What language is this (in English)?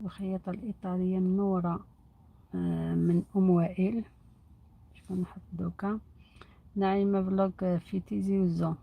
Algerian Arabic